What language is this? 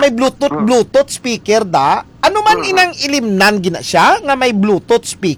Hiligaynon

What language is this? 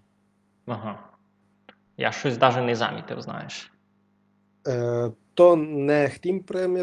Rusyn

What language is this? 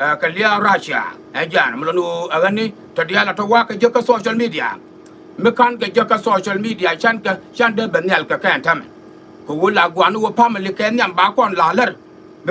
Nuer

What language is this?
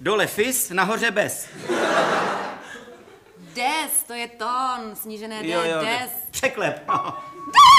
Czech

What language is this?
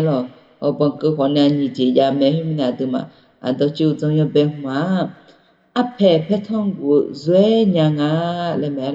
Akha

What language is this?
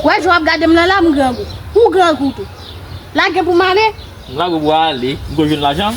Haitian Creole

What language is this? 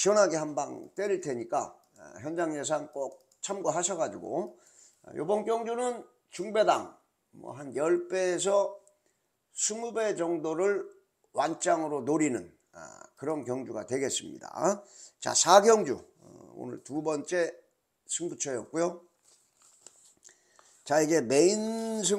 Korean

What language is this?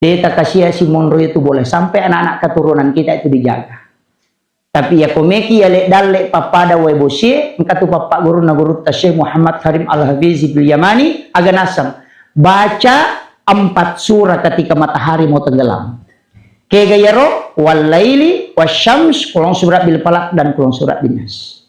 Buginese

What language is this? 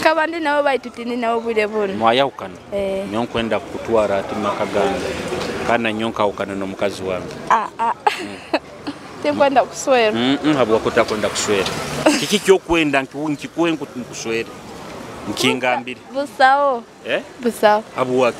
Nyoro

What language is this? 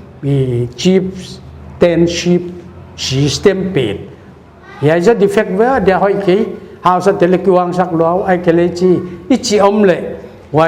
Paite Chin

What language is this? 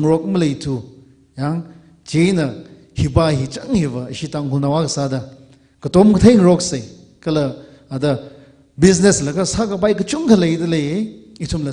Tangkhul Naga (India)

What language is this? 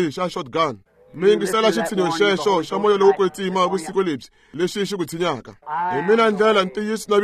Tsonga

